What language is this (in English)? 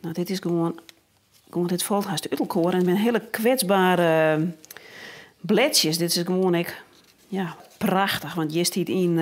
Western Frisian